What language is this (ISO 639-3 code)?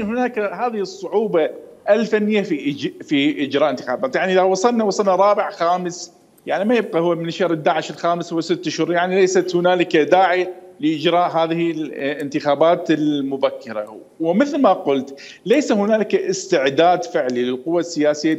acm